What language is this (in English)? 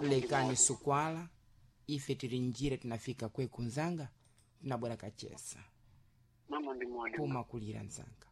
Sena